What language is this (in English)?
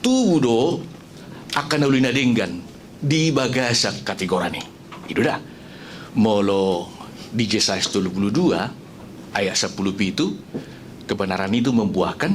Batak Toba